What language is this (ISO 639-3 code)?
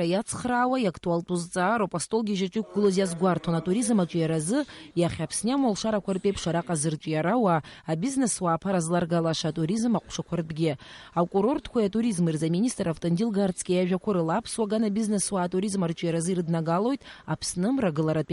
abk